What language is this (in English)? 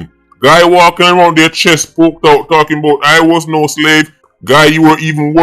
Jamaican Creole English